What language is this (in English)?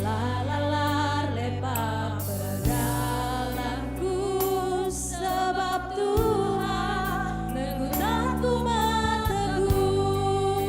Batak Karo